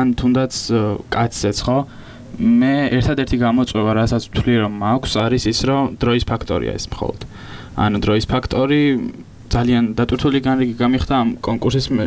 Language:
Georgian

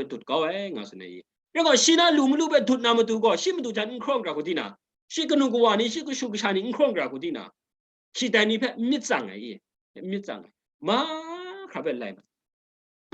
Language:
Kachin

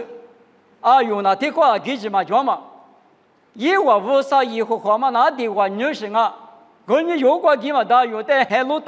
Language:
Lisu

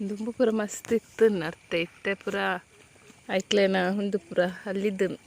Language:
Tulu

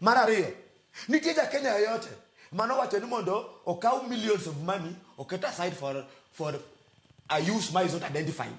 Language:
Luo (Kenya and Tanzania)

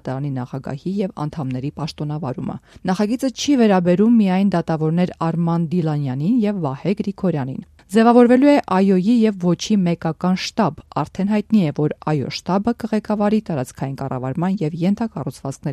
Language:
Armenian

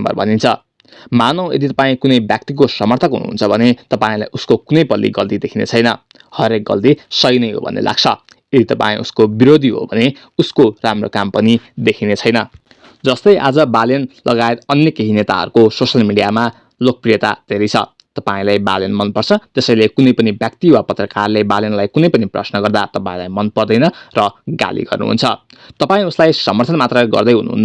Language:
Nepali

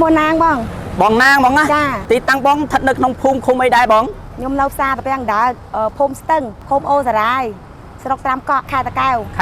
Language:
Khmer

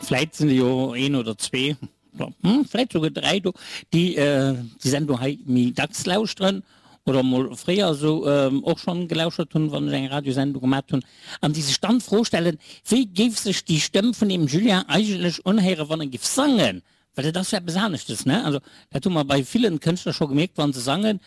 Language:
Luxembourgish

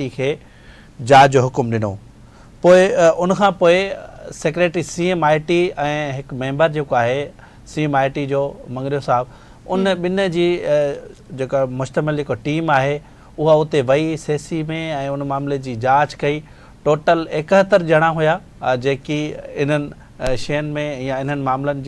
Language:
Sindhi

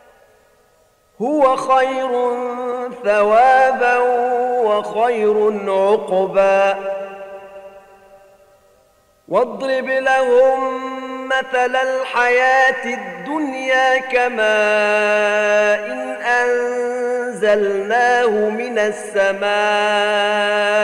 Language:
Arabic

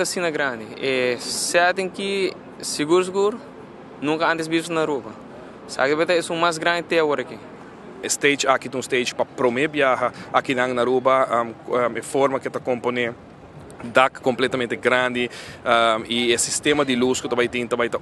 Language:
Papiamento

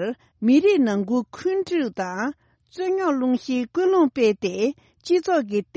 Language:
Tibetan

